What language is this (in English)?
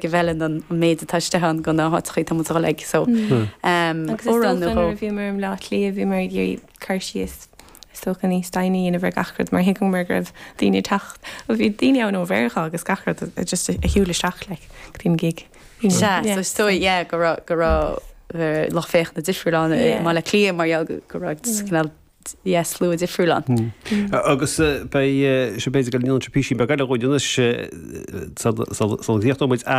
Irish